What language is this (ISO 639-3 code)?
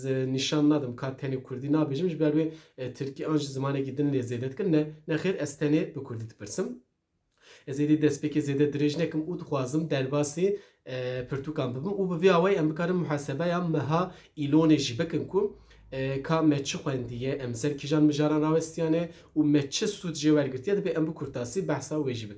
kur